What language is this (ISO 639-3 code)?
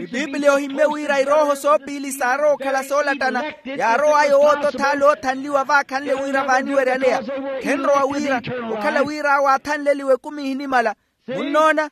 vmw